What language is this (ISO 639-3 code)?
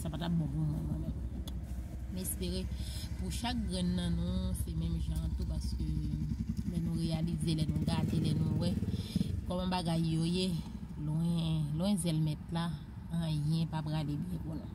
hat